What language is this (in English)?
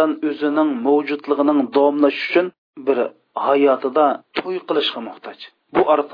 Uyghur